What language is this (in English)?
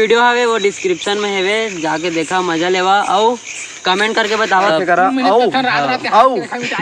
Chhattisgarhi